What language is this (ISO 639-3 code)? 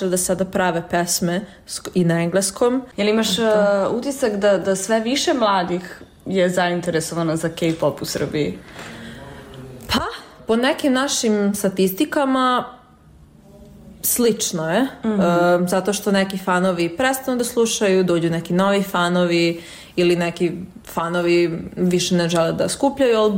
srp